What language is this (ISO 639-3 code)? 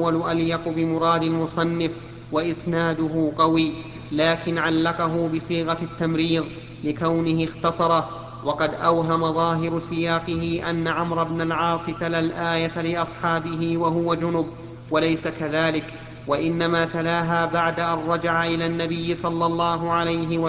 ara